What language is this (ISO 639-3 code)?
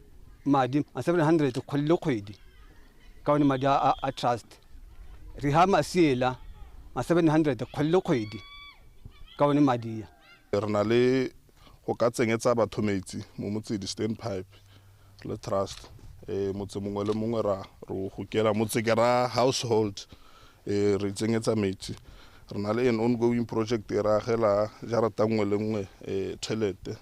tsn